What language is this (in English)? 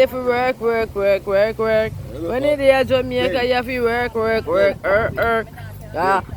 Jamaican Creole English